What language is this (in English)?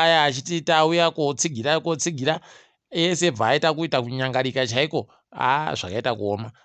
Ndau